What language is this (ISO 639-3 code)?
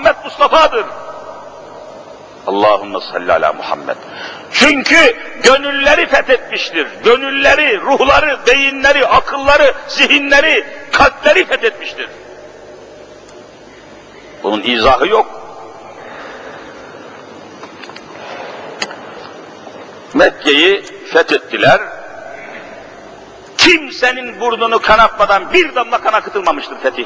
tur